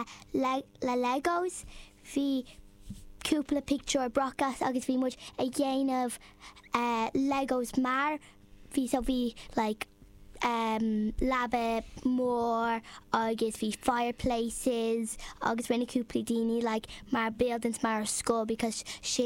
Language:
Irish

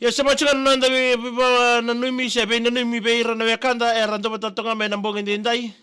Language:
Fijian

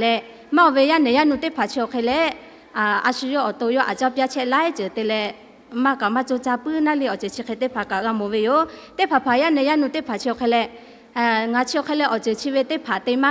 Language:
Lahu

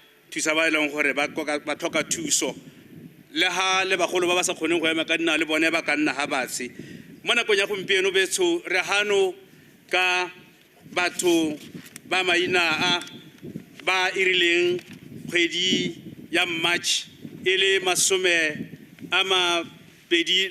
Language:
Tswana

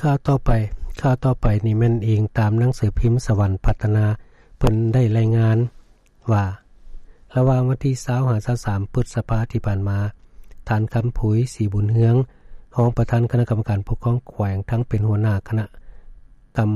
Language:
Lao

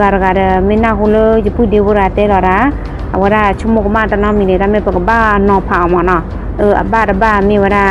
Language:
S'gaw Karen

